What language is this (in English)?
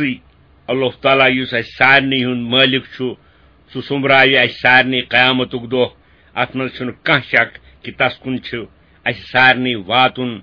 Kashmiri